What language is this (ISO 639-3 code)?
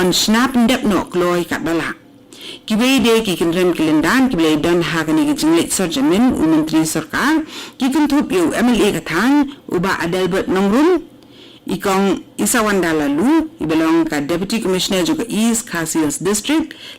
kha